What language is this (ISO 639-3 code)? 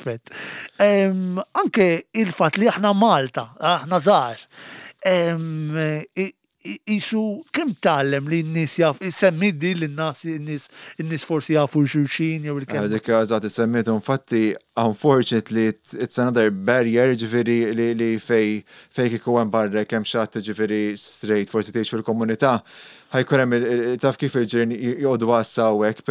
mlt